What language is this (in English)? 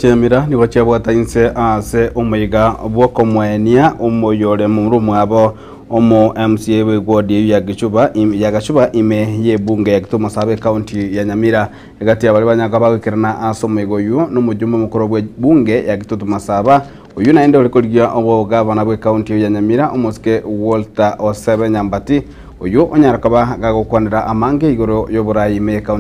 Gusii